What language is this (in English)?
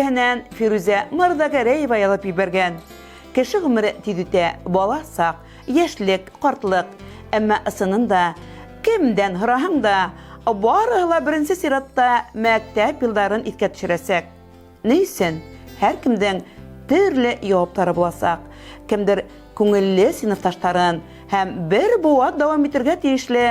Bashkir